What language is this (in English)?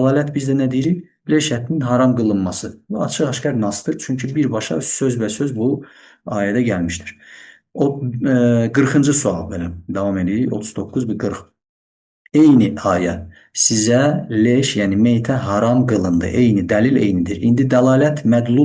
Azerbaijani